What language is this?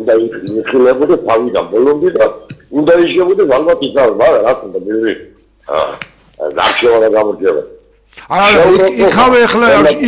Georgian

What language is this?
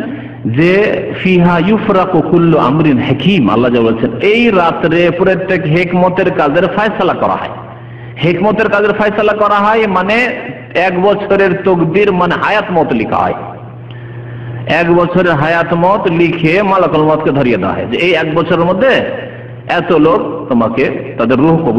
Bangla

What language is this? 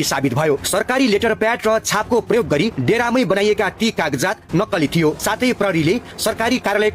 Nepali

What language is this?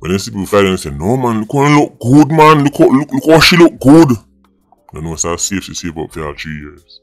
Jamaican Creole English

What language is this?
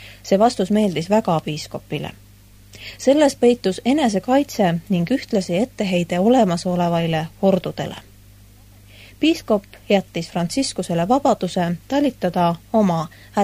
Estonian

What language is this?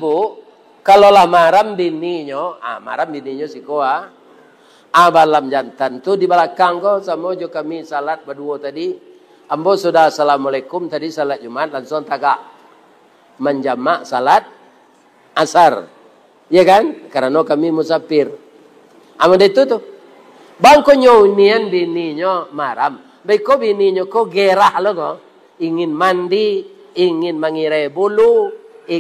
Minangkabau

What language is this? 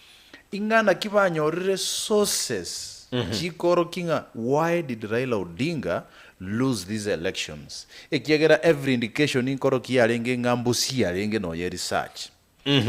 Gusii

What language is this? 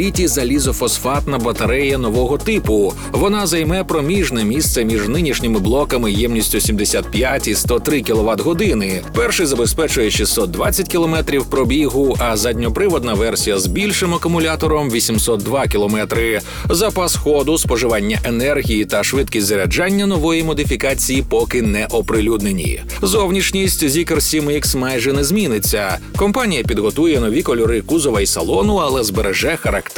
Ukrainian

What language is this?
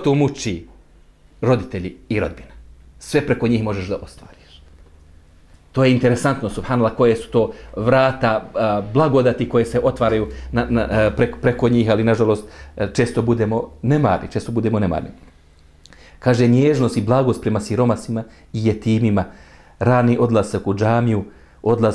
Bosnian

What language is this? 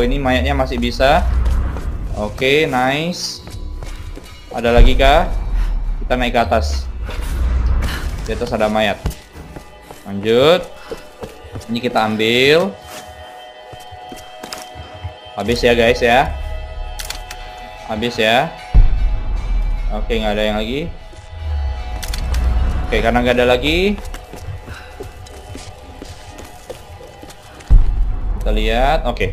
Indonesian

